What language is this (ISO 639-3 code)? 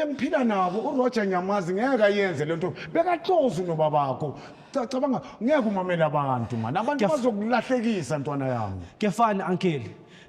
zul